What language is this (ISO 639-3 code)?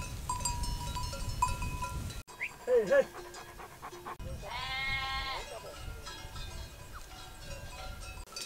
ron